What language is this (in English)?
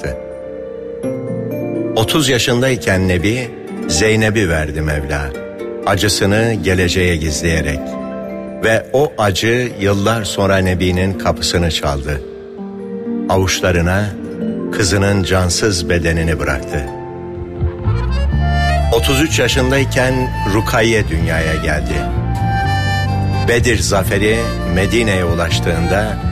Turkish